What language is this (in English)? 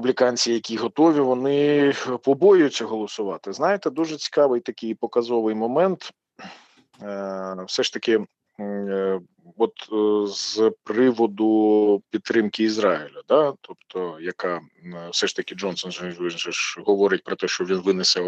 Ukrainian